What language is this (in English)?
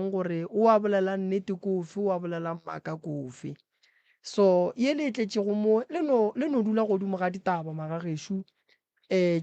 Northern Sotho